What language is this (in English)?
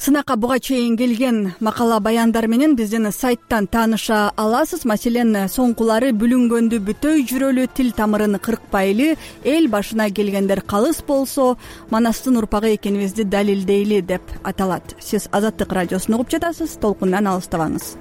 Kyrgyz